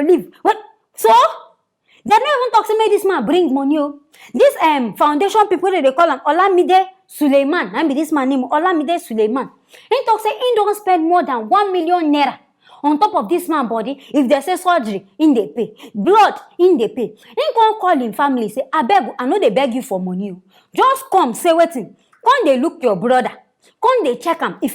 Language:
Nigerian Pidgin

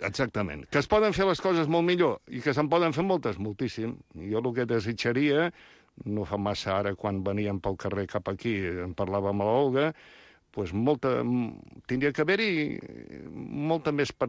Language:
Catalan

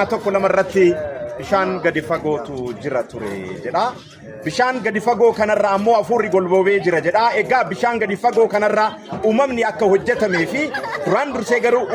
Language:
Oromo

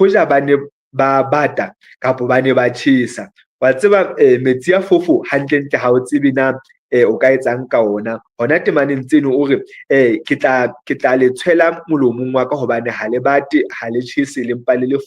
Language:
Southern Sotho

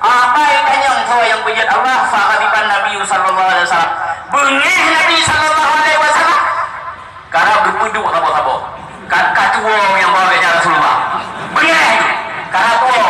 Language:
Achinese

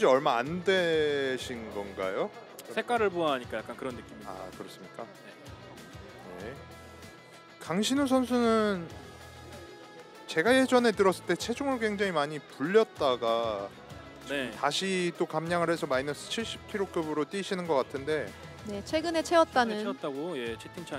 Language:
Korean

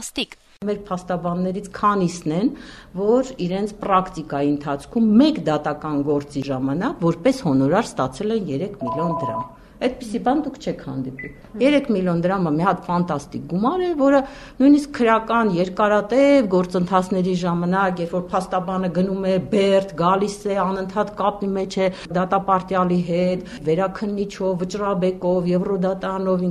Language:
Armenian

